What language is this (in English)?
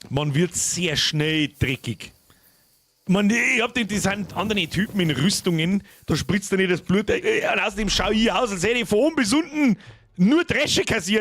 Bavarian